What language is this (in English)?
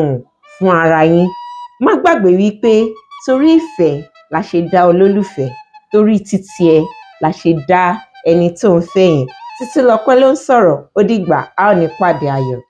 Yoruba